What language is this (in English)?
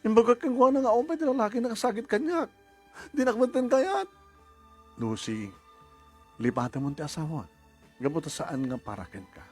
Iloko